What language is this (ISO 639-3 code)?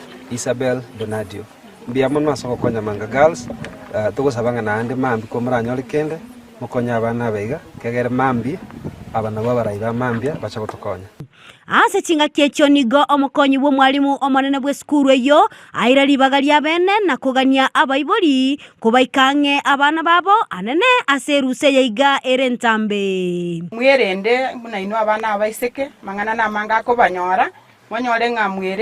guz